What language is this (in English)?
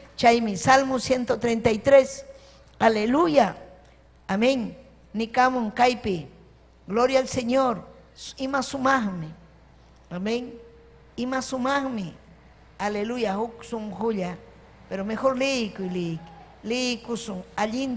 Ayacucho Quechua